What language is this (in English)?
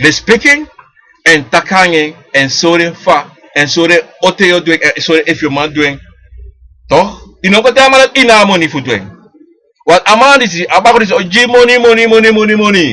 Sranan Tongo